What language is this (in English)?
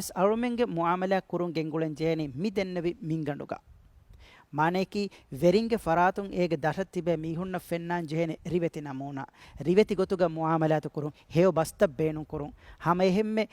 Divehi